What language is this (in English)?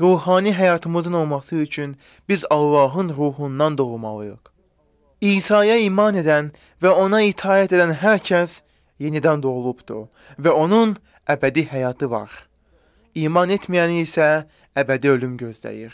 Azerbaijani